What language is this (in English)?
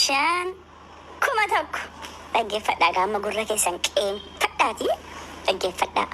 Oromo